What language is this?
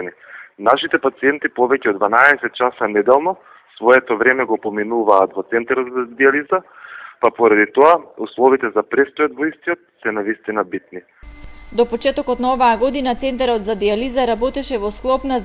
Macedonian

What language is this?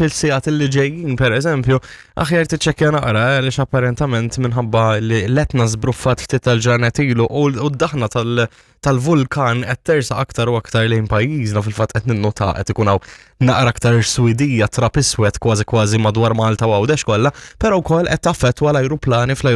Maltese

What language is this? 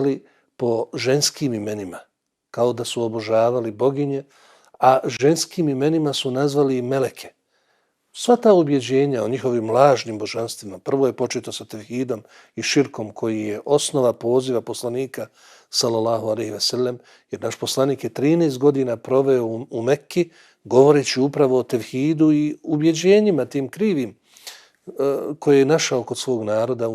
Bosnian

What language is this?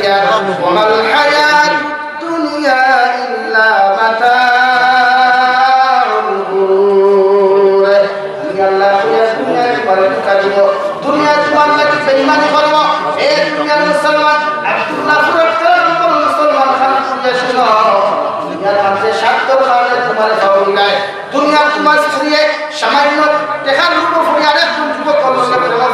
Sylheti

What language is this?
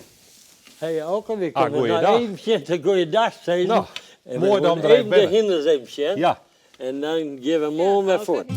Western Frisian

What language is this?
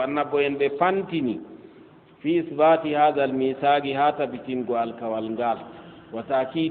Fula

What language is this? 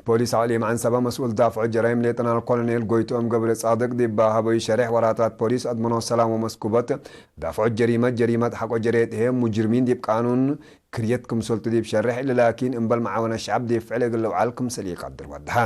Tigre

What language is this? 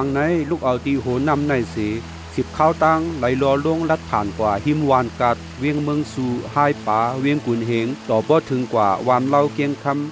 Shan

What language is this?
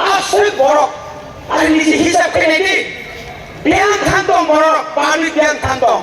Kok Borok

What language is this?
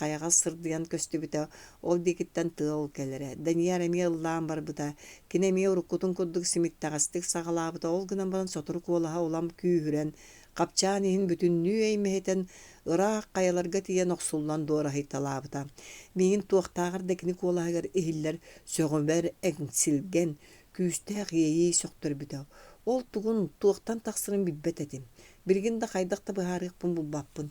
Yakut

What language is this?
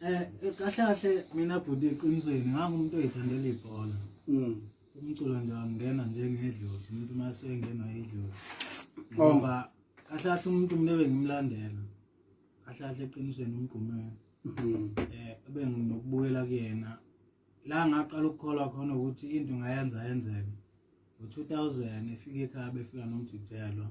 Zulu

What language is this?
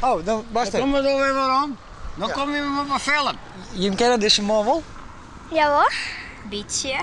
Western Frisian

